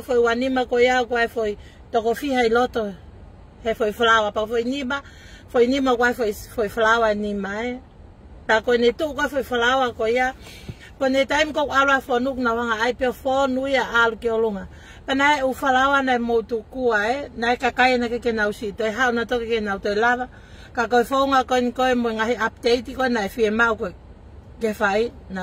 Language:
Tongan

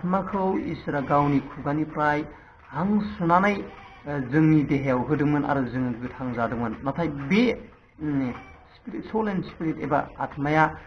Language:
Bodo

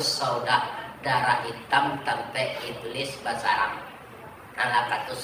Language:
Minangkabau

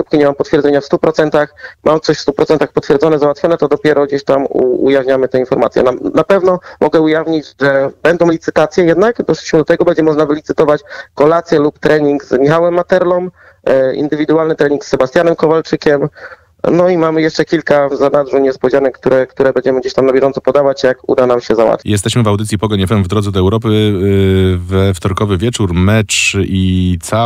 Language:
Polish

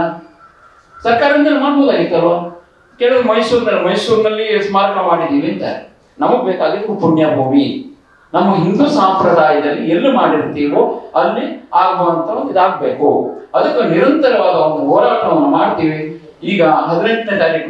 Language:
Kannada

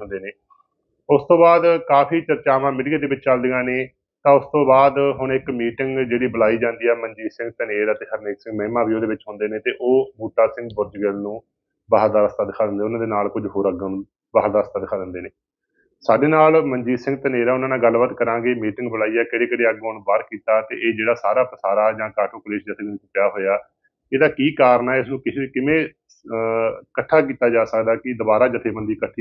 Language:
Punjabi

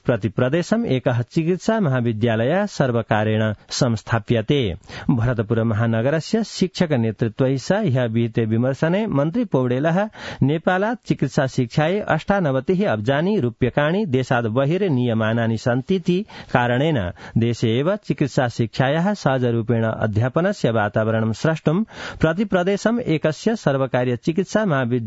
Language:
Sanskrit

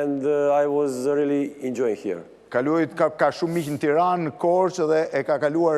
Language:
Albanian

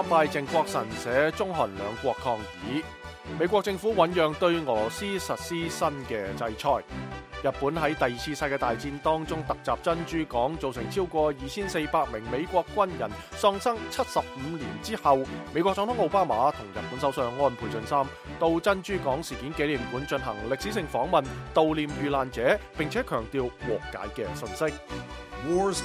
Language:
Cantonese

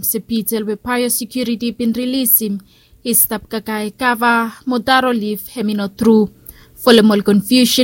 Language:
Bislama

